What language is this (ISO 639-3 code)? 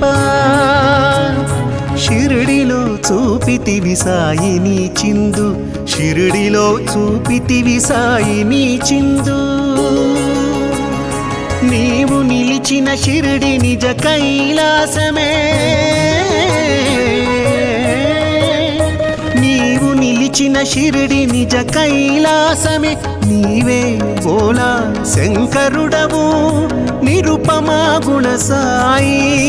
tel